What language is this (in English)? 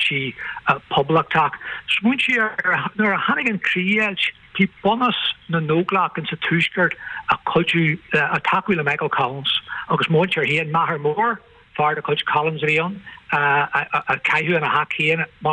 Irish